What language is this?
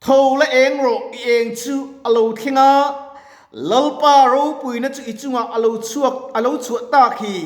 Mizo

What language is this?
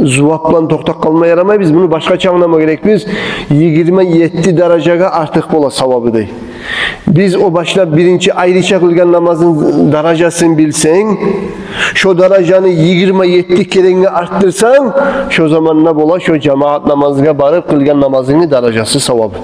Kumyk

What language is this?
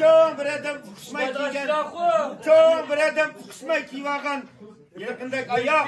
Uyghur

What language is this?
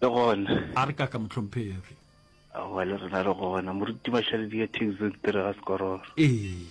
Northern Sotho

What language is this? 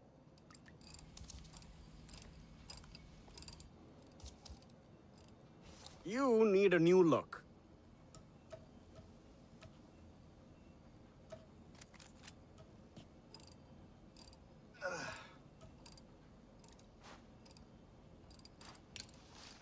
English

